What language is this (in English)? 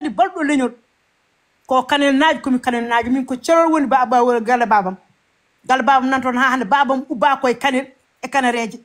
Fula